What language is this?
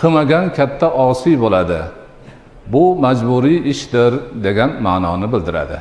Uzbek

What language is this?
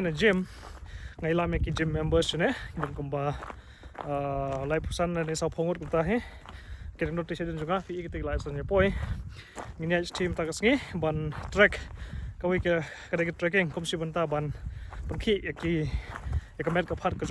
Khasi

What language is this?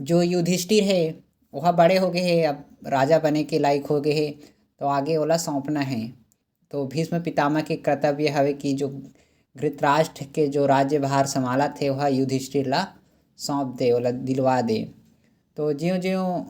Chhattisgarhi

